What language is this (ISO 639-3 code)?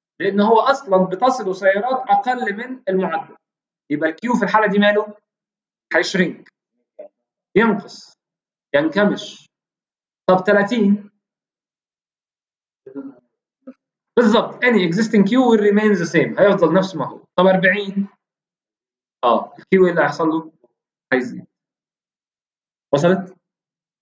arz